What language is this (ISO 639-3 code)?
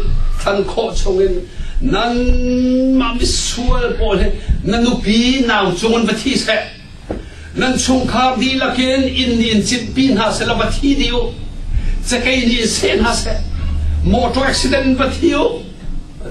cnh